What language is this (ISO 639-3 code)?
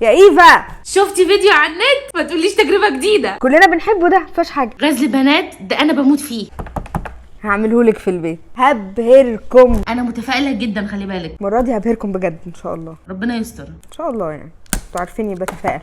arz